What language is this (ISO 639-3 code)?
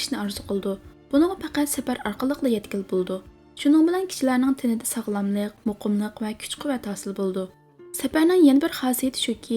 uig